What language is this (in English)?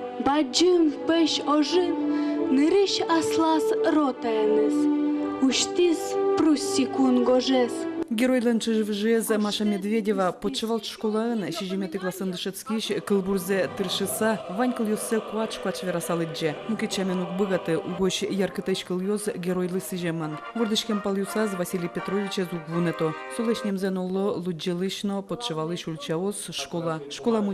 Udmurt